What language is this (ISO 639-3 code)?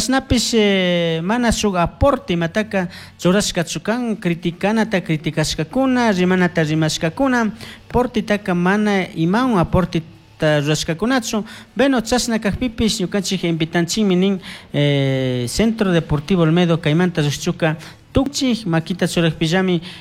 qug